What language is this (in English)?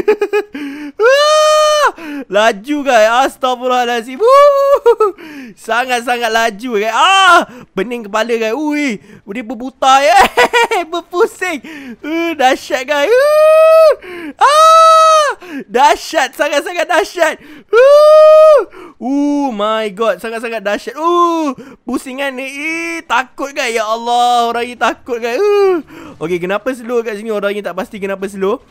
Malay